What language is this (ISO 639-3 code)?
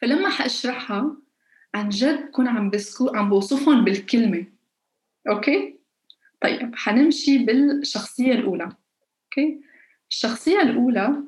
apc